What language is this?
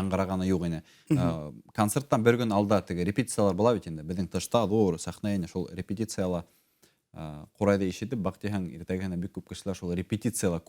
Bashkir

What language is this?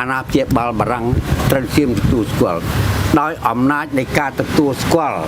Khmer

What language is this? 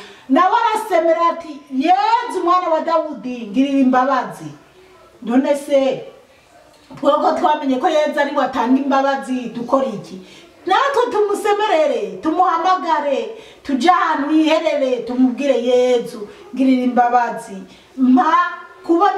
Rundi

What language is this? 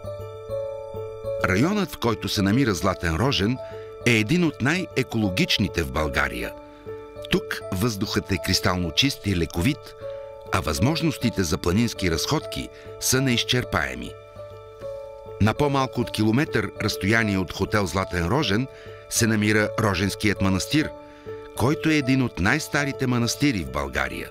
Bulgarian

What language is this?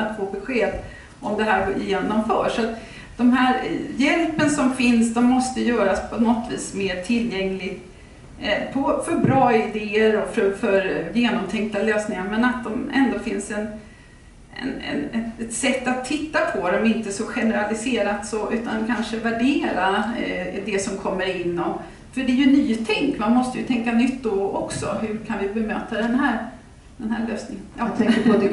Swedish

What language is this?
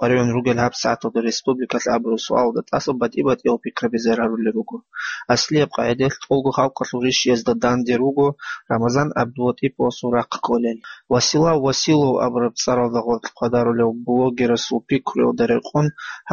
Avaric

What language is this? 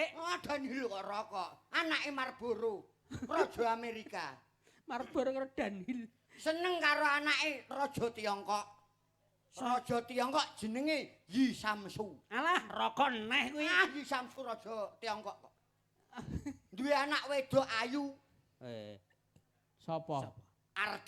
Javanese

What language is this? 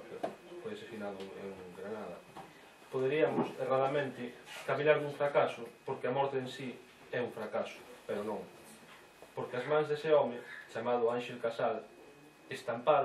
Galician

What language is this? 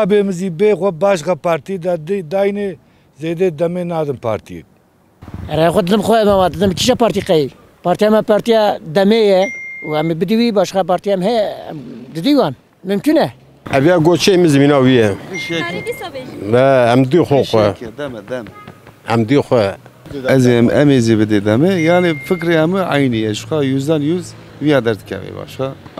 Kurdish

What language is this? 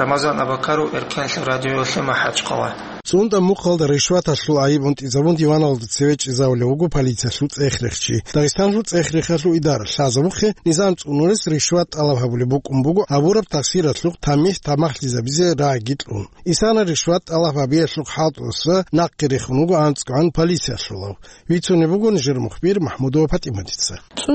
Avaric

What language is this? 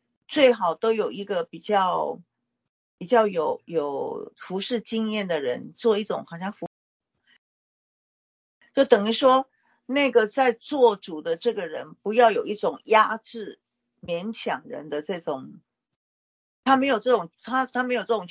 Chinese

